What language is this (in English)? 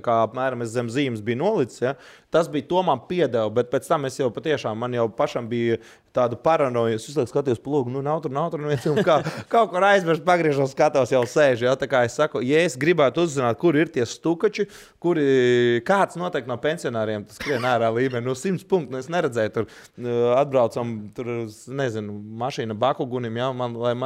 Latvian